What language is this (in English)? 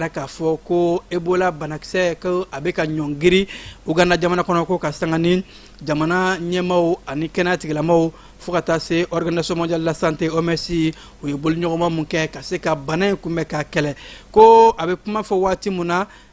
Bambara